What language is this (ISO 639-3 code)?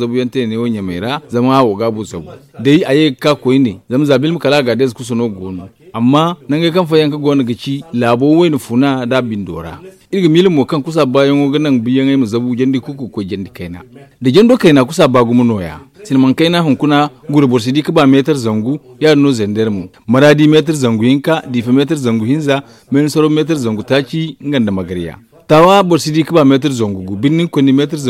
dje